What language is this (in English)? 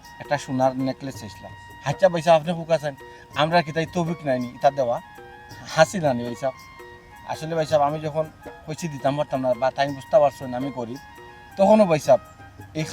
Sylheti